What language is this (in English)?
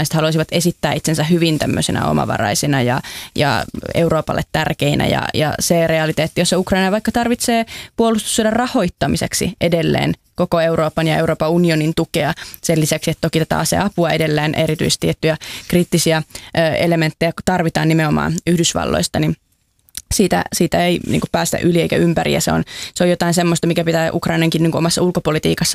Finnish